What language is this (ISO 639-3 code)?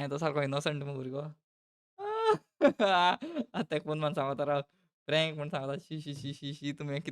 kok